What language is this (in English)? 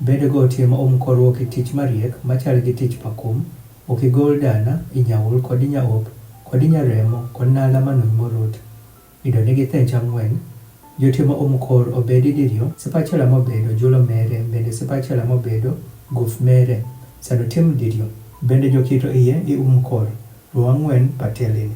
Adhola